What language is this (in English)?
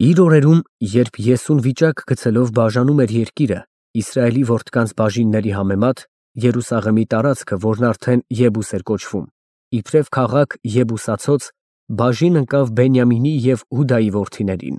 Armenian